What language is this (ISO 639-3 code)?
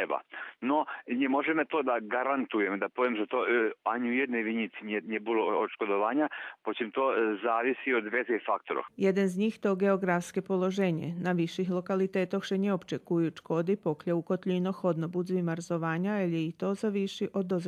rue